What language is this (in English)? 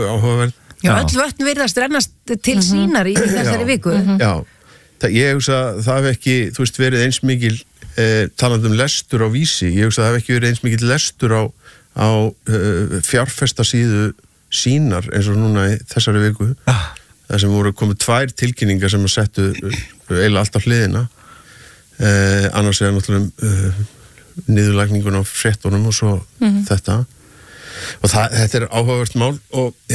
Icelandic